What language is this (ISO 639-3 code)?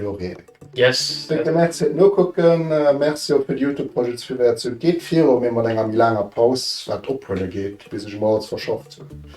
ltz